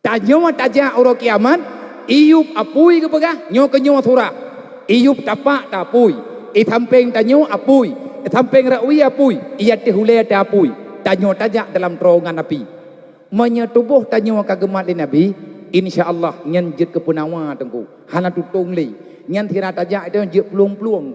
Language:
Achinese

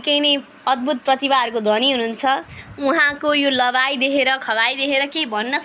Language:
Nepali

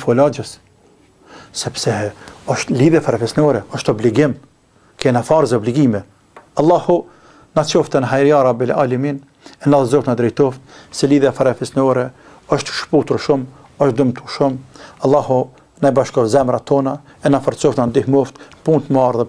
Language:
Albanian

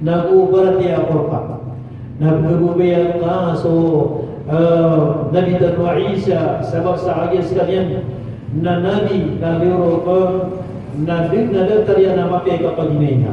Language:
Maranao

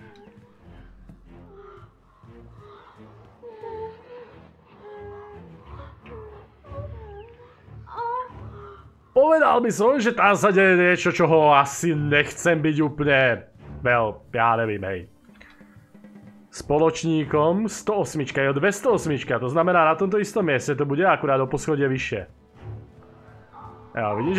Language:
Slovak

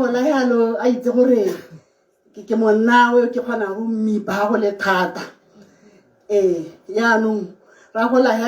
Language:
Tswana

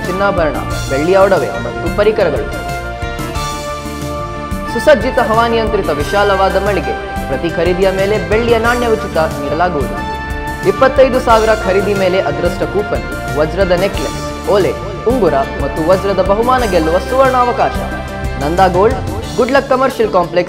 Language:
Kannada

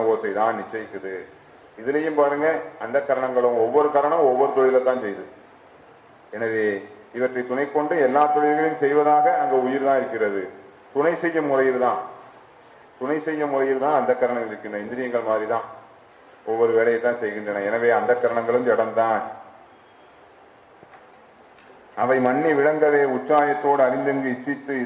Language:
Tamil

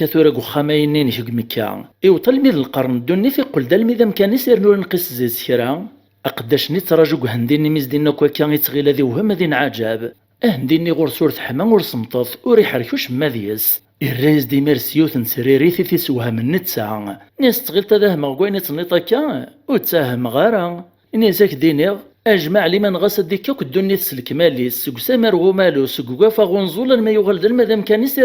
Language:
Kabyle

